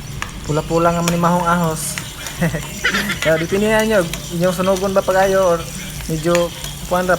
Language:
Cebuano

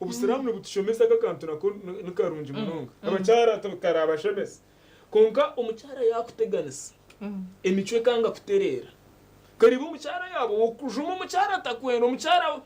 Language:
Nyankole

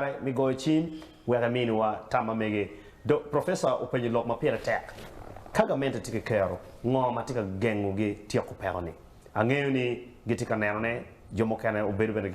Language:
Acoli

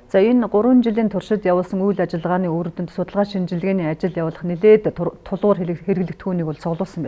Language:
Mongolian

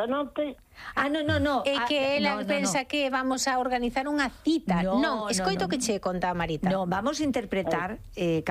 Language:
Galician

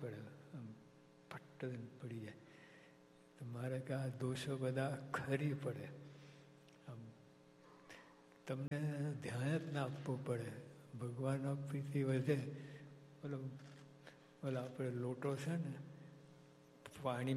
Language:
Gujarati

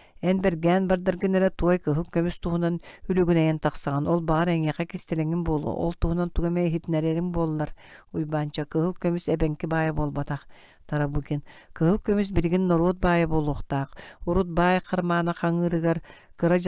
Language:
Yakut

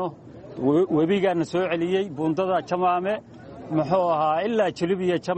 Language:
Somali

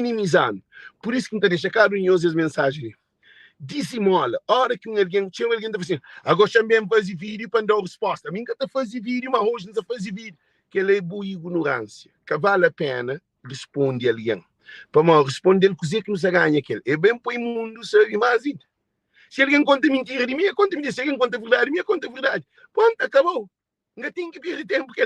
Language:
Kabuverdianu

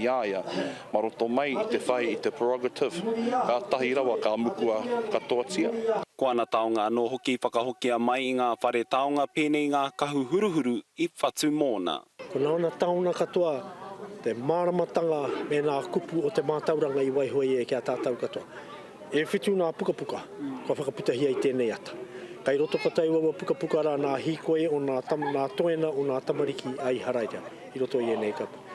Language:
Māori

